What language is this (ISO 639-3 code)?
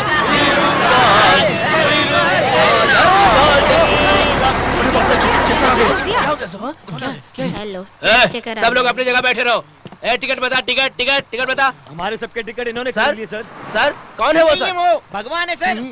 hin